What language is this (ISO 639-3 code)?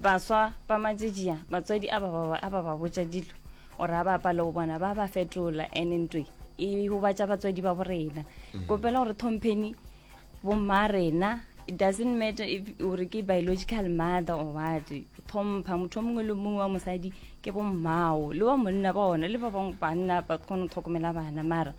nso